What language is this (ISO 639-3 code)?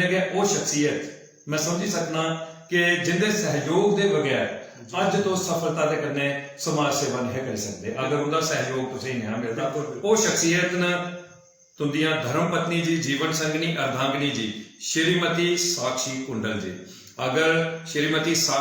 doi